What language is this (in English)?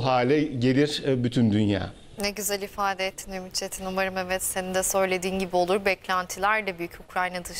Turkish